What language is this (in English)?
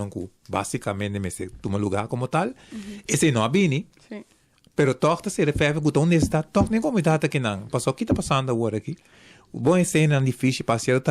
Papiamento